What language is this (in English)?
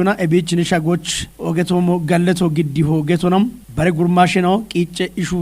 Kafa